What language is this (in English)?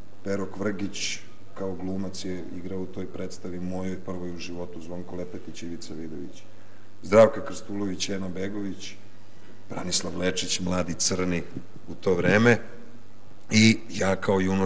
Serbian